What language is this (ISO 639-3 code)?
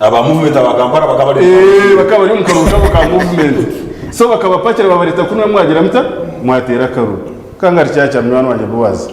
nyn